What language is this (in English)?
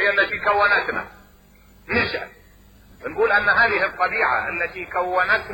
Mesopotamian Arabic